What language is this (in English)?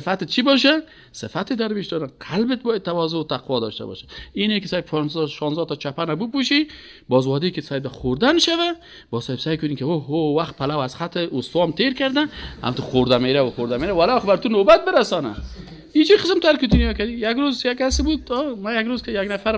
Persian